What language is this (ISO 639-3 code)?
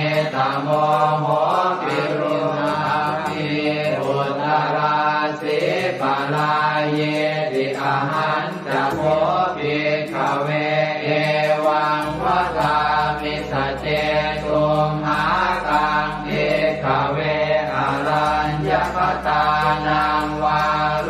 pli